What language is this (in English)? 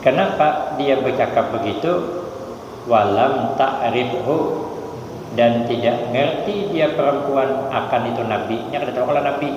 Banjar